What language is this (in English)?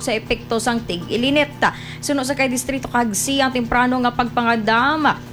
Hiligaynon